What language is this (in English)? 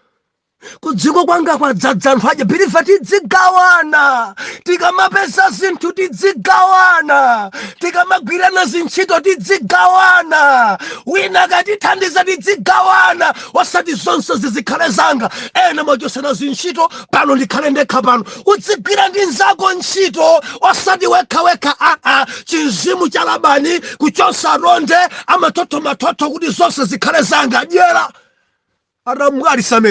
Nyanja